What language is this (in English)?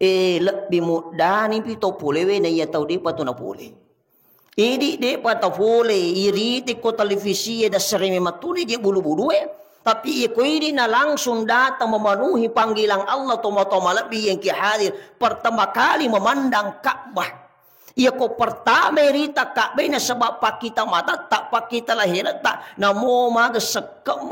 Buginese